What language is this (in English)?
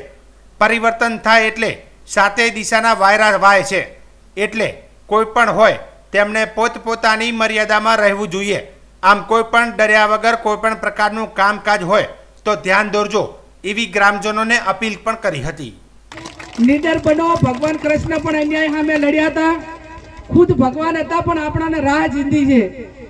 Gujarati